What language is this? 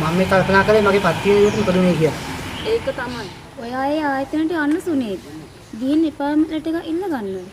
Sinhala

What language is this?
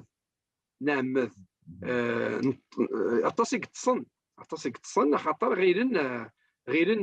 Kabyle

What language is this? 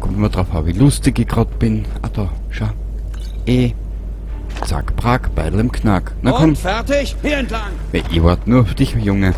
Bavarian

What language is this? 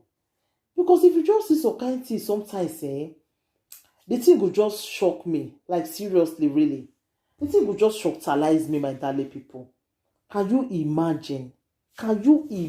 Nigerian Pidgin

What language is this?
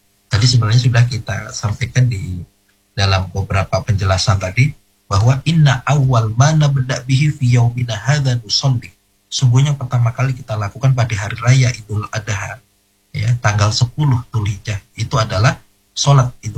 Indonesian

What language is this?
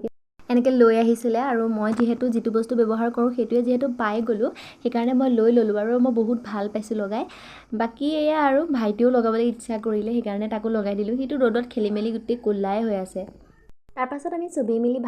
Assamese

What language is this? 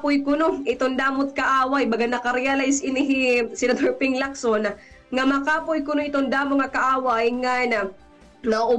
Waray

